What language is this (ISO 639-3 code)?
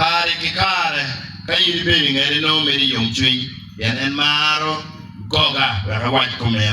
ach